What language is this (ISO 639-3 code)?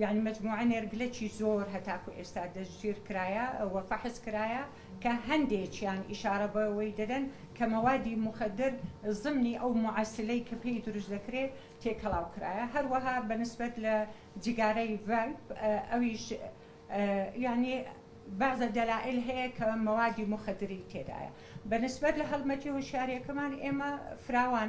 ckb